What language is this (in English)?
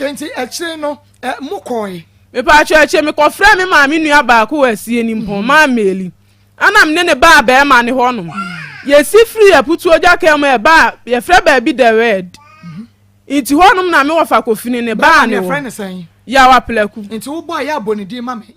Akan